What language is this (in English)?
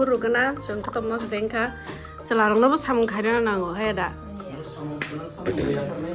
Kok Borok